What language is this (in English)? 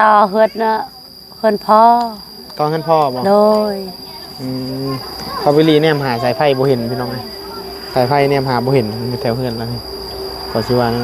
Northeastern Thai